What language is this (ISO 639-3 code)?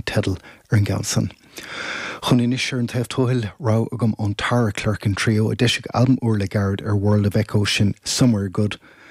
gle